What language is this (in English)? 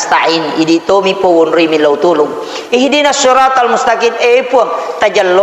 Buginese